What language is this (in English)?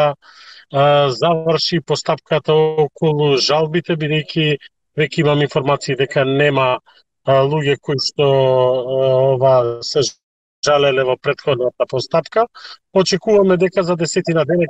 Macedonian